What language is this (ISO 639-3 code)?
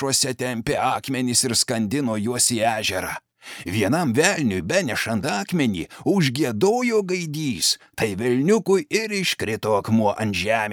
lit